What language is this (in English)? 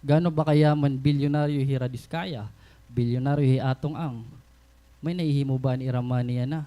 Waray